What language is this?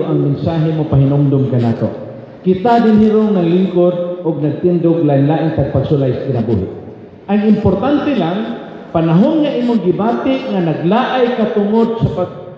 Cebuano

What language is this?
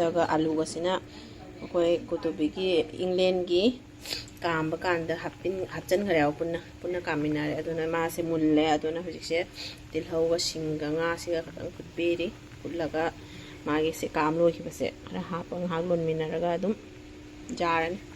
Manipuri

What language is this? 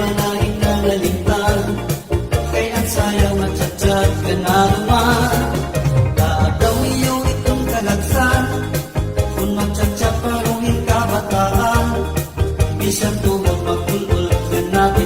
Waray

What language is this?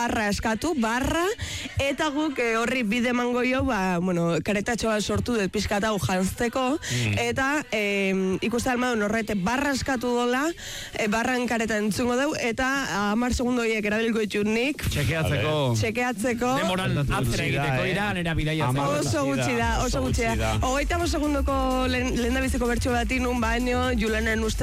Basque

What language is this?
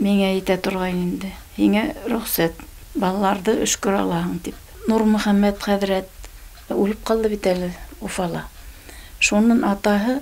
Bashkir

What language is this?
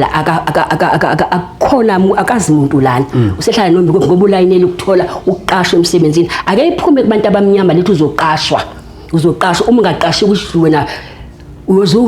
Zulu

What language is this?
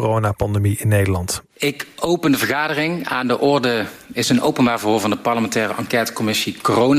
Dutch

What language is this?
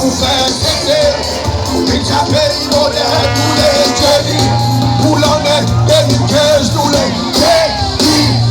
Seselwa Creole French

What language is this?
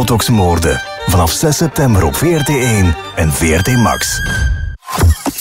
Dutch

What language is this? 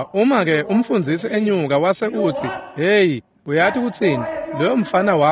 Swati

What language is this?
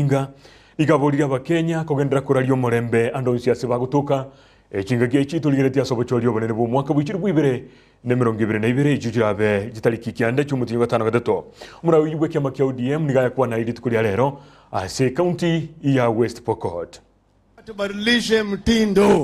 Gusii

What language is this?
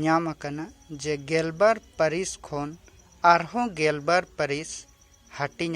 Santali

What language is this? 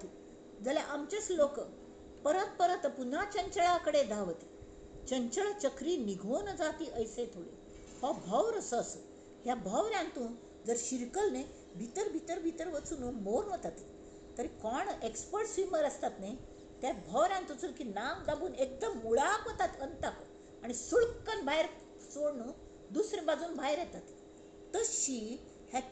Konkani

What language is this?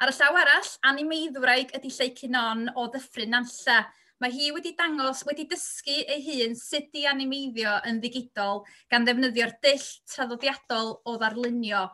Welsh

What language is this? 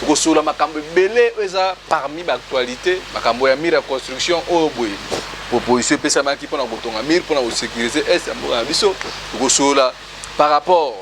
Lingala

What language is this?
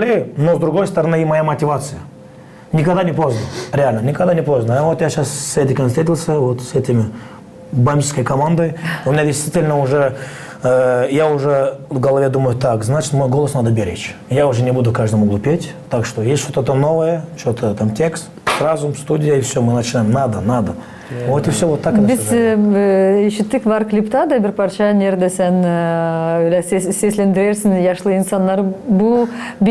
Gagauz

